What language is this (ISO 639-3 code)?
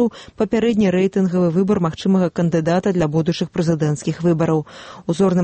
bel